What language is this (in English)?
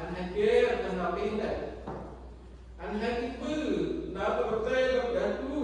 Central Mnong